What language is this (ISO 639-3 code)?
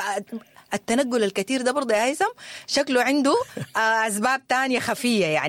apd